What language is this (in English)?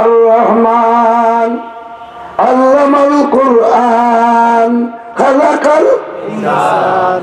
Sylheti